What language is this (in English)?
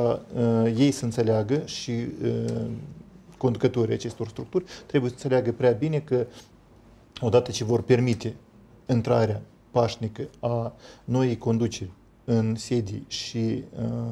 Romanian